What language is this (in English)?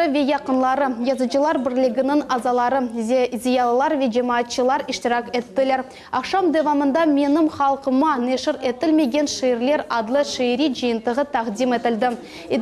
Crimean Tatar